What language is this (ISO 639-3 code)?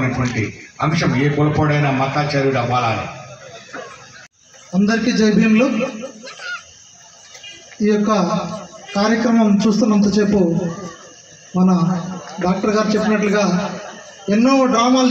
tel